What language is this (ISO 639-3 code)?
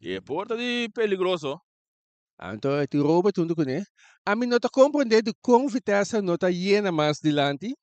pap